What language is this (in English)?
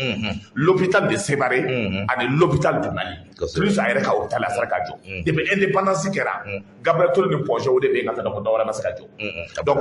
Bambara